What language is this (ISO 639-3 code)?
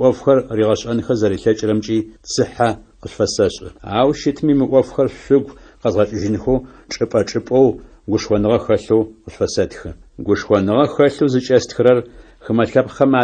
ady